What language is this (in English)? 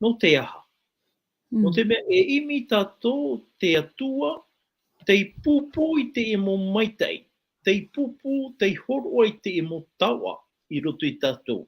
Tahitian